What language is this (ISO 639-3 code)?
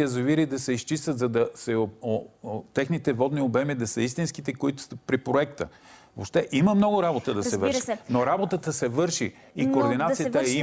bul